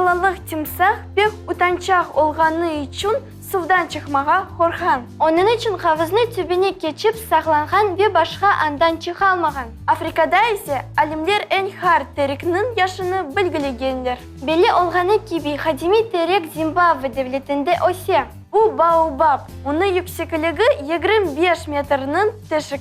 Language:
Crimean Tatar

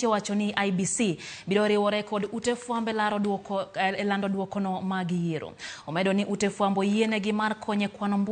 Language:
Luo (Kenya and Tanzania)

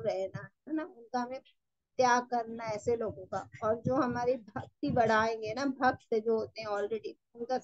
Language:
Hindi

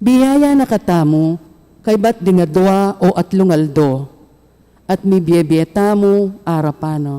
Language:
Pampanga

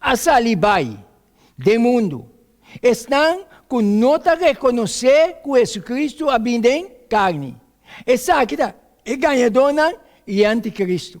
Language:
Papiamento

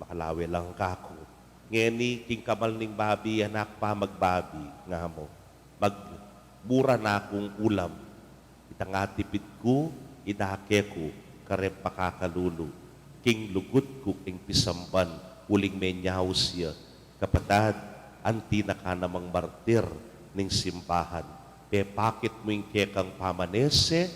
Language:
Pampanga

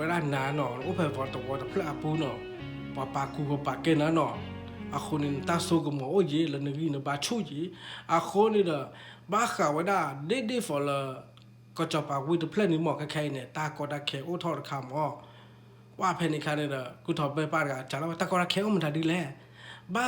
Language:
S'gaw Karen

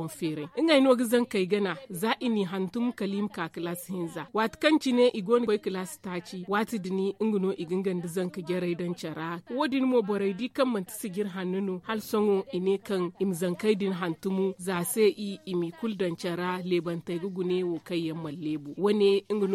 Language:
Zarma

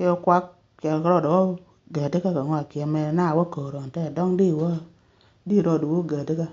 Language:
Nuer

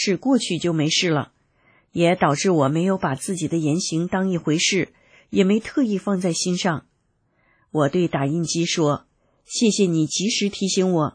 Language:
Chinese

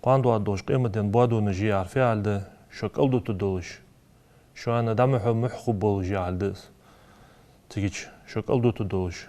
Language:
Ingush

